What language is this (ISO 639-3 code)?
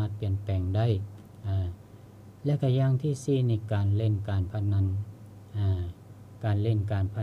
lao